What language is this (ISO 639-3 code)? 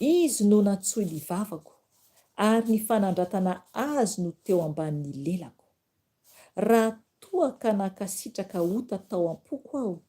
mlg